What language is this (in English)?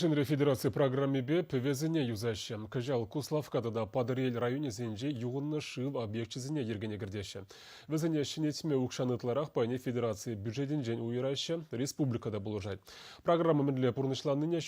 Chuvash